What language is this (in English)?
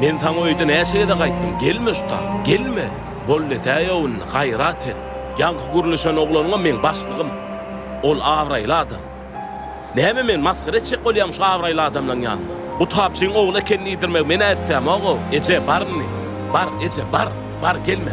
Turkmen